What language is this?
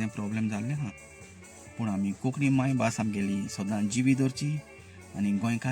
Konkani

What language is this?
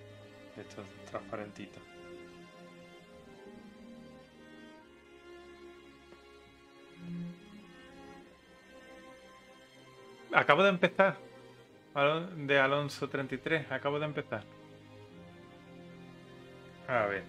Spanish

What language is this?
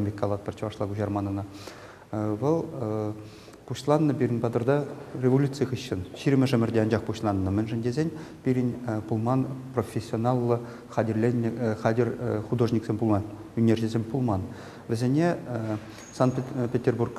Chuvash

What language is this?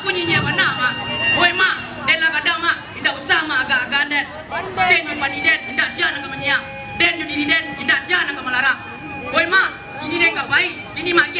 Minangkabau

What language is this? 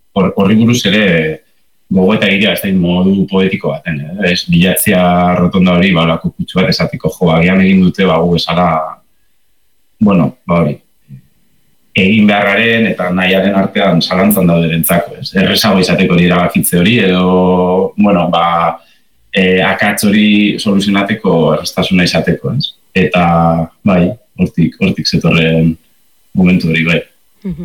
Basque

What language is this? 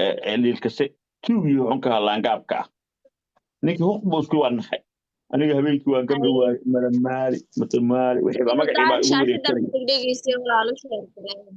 Somali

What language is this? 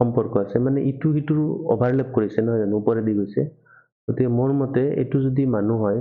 Assamese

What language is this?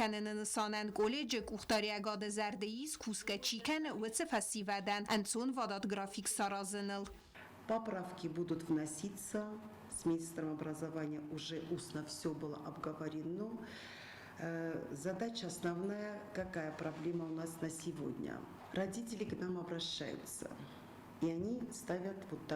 Ossetic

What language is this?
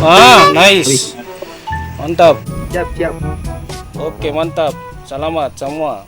Ambonese Malay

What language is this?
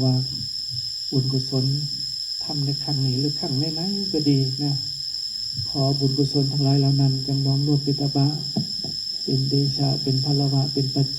Northeastern Thai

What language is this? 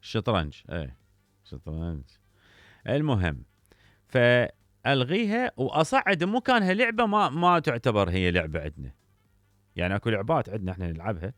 Mesopotamian Arabic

